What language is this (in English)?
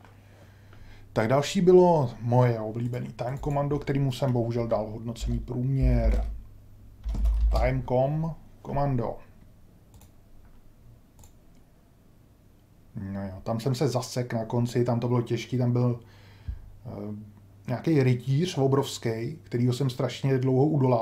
Czech